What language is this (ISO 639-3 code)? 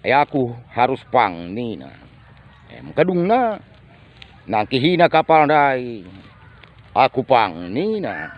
btx